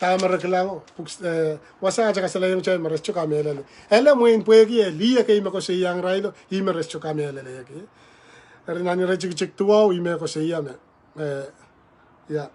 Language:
Pohnpeian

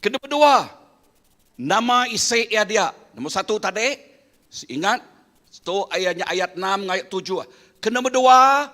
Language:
Iban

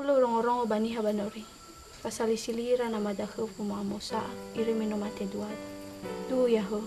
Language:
Nias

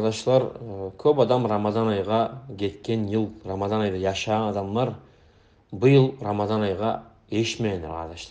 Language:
Kumyk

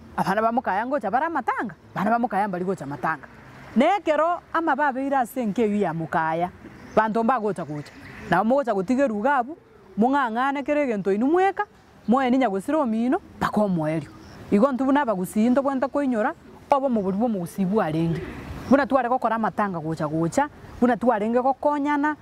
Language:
Gusii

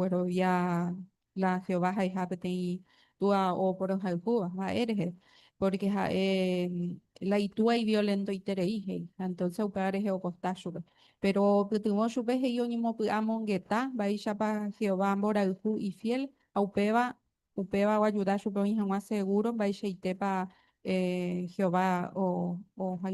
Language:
Guarani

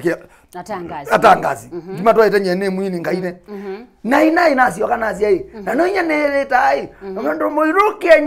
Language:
Kamba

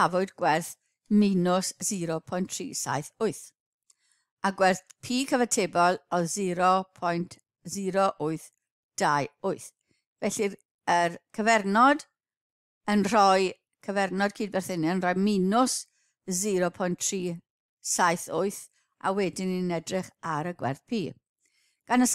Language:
Welsh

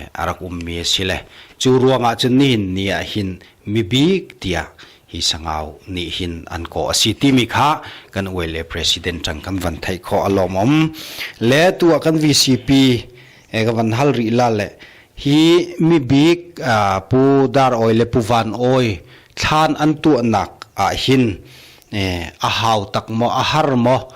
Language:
Hakha Chin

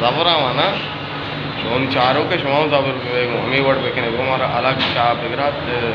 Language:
Baluchi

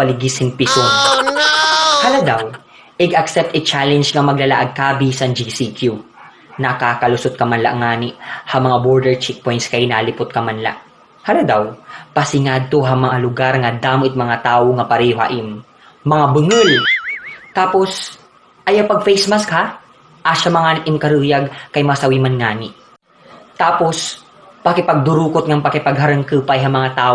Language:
Waray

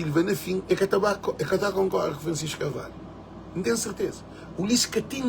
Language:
Kabuverdianu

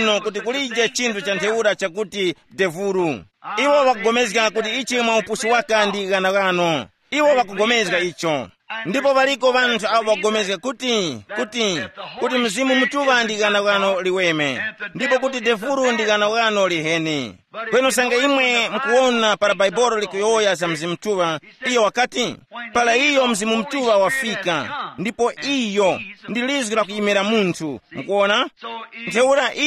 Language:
Tumbuka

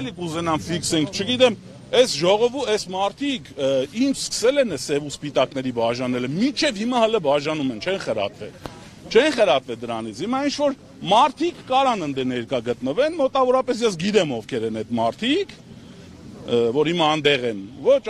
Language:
Armenian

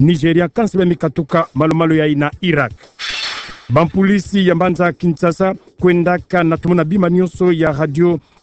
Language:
Kituba (Democratic Republic of Congo)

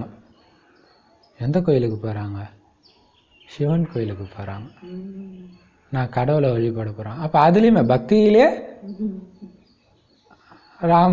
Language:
Tamil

